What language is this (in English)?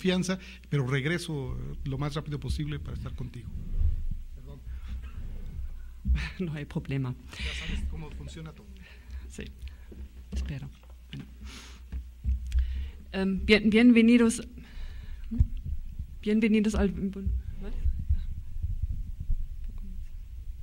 Spanish